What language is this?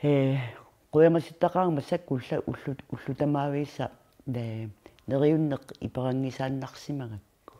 Kalaallisut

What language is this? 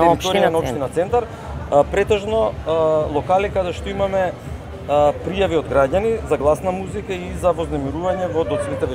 Macedonian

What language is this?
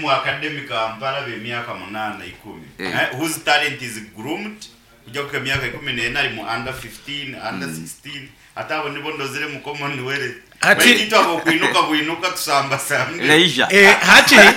Nyoro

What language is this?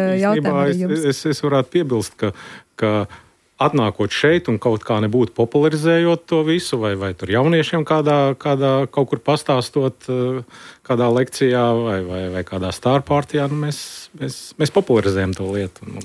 Latvian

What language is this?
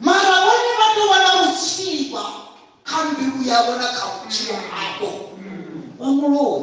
Venda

